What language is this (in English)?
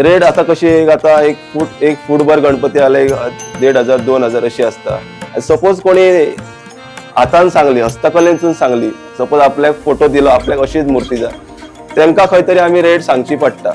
Konkani